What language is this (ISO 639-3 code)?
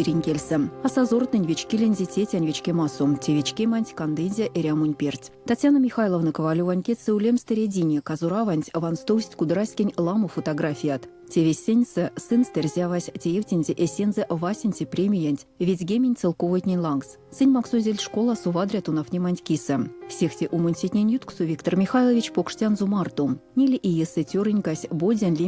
myv